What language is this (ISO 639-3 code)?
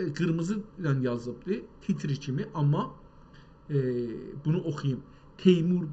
azb